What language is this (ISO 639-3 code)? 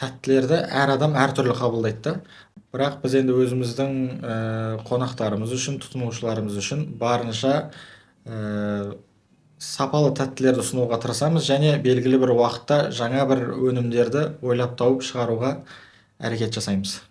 kaz